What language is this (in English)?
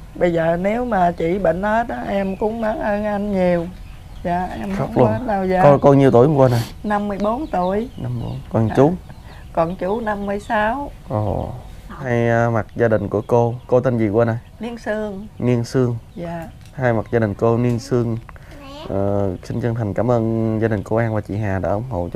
Vietnamese